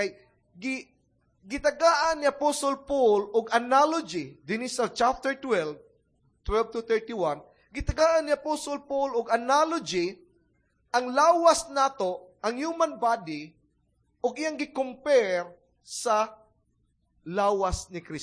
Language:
Cebuano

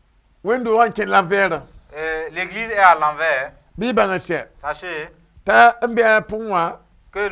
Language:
Mossi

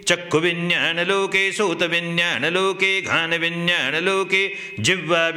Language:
Pali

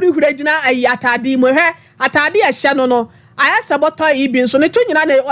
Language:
Akan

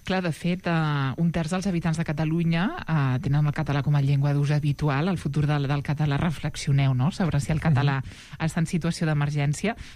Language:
Catalan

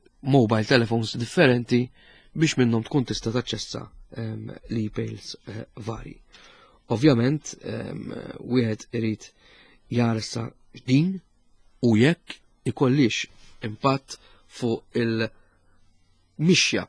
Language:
Maltese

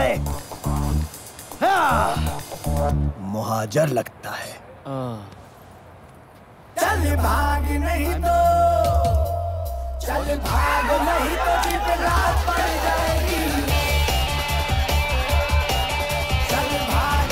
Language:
Hindi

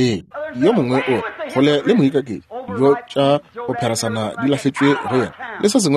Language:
Northern Sotho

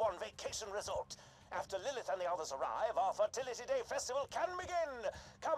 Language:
English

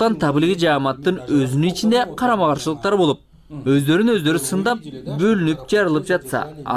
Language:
Kyrgyz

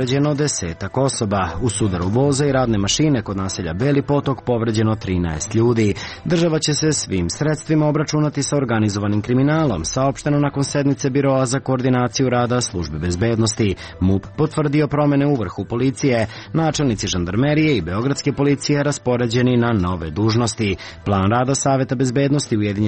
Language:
Serbian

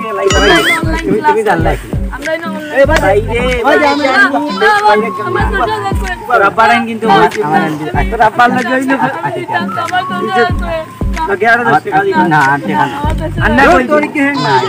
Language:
Sylheti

